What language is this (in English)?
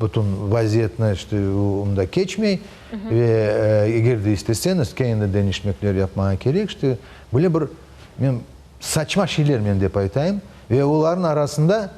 Crimean Tatar